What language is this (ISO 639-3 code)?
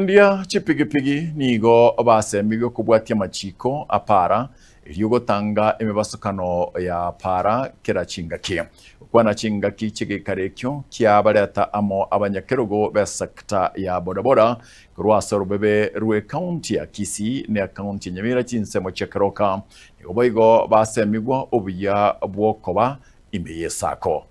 guz